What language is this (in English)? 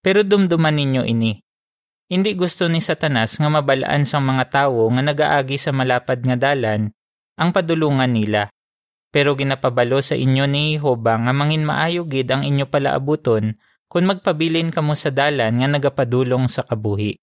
Hiligaynon